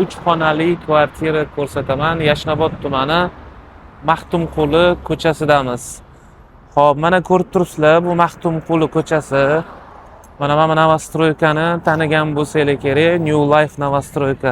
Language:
Uzbek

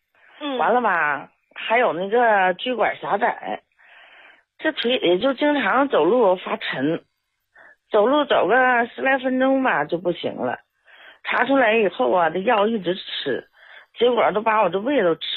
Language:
Chinese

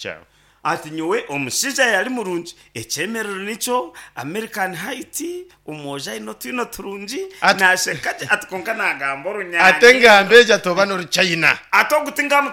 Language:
Nyankole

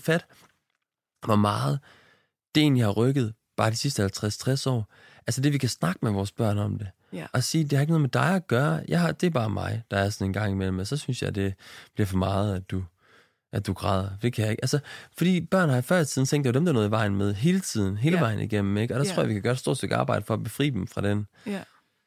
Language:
Danish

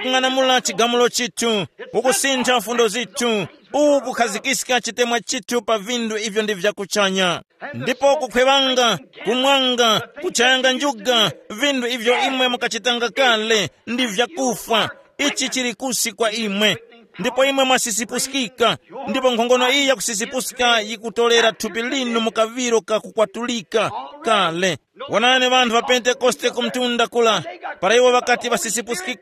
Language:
Tumbuka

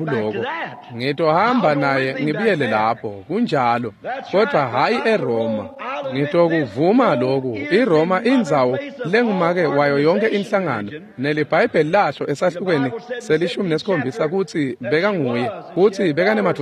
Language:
Swati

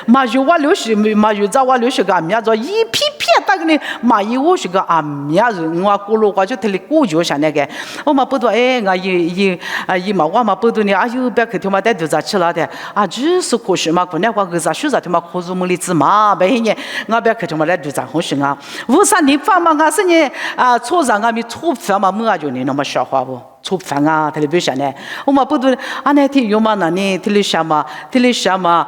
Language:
Lisu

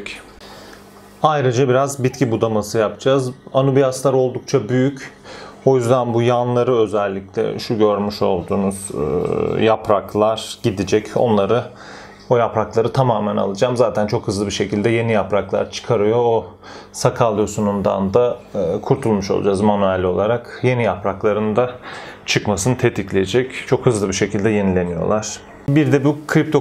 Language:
Turkish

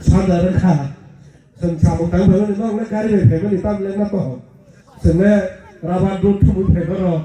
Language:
Kok Borok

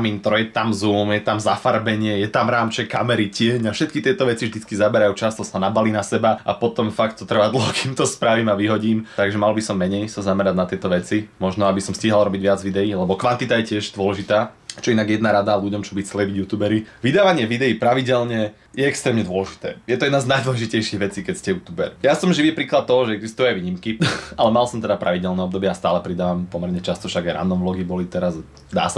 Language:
Slovak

